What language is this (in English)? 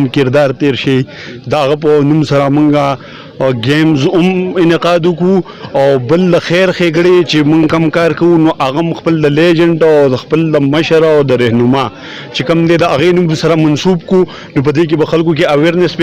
Pashto